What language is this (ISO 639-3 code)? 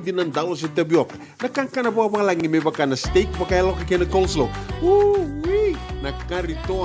fij